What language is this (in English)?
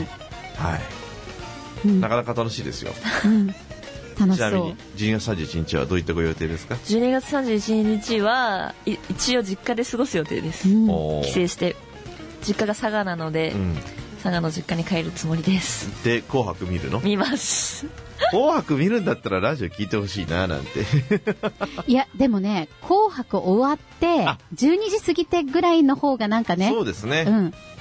Japanese